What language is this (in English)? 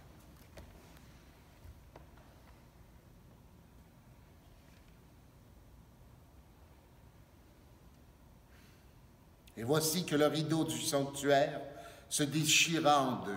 French